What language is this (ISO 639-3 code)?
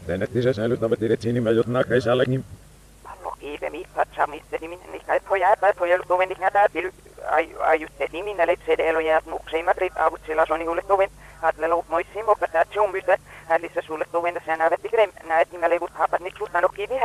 fin